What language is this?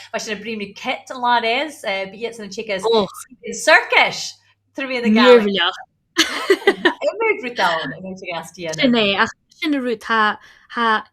Scottish Gaelic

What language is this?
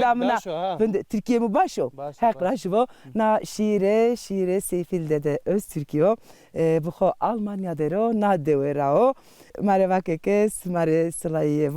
Zaza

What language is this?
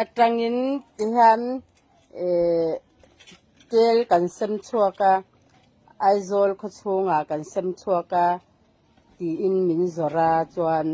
Mizo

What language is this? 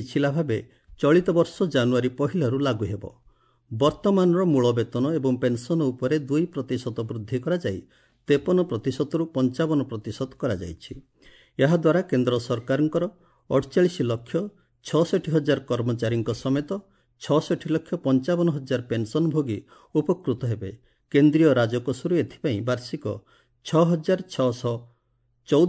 Odia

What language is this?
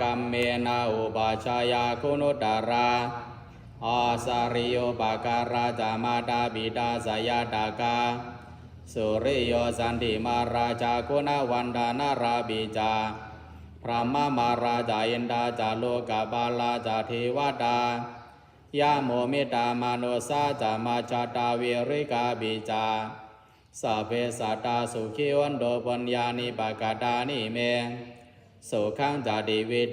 Pali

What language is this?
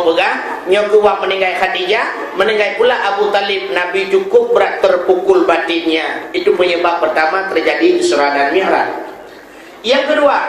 Achinese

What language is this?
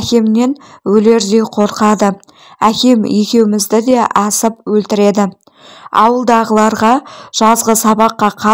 Kazakh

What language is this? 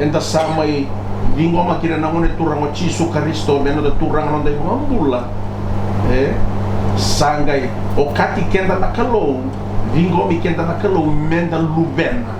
Fijian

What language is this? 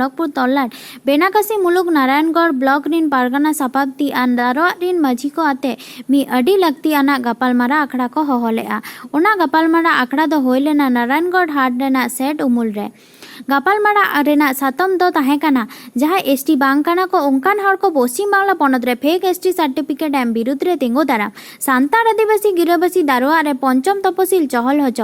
Santali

